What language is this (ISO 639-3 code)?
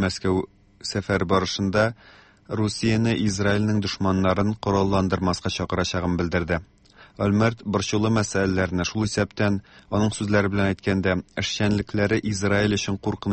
tat